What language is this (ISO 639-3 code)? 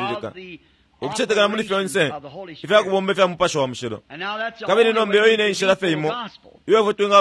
bem